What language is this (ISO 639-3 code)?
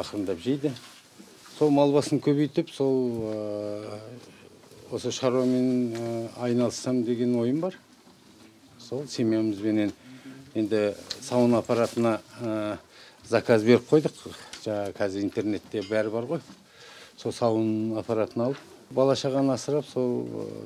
kaz